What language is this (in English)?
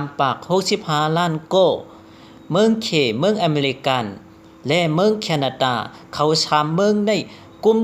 Shan